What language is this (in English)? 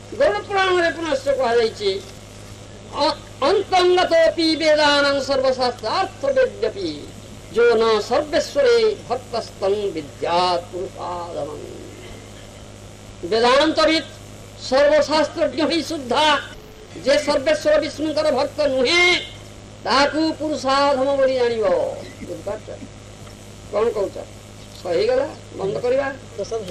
Odia